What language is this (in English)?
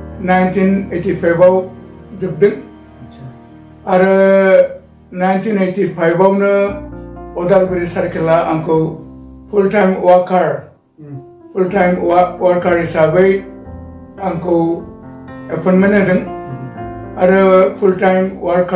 Bodo